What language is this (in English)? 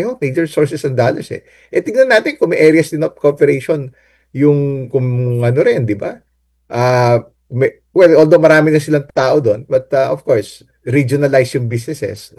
Filipino